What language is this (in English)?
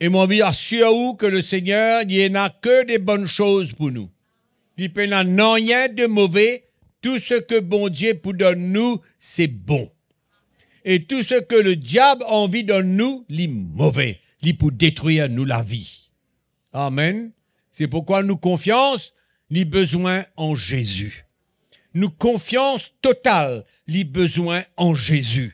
Morisyen